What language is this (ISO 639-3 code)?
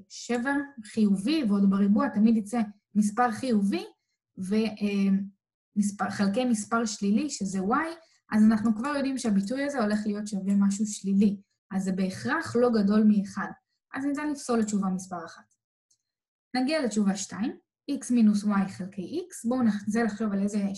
heb